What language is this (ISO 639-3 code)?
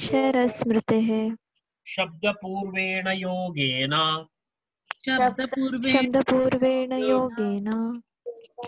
san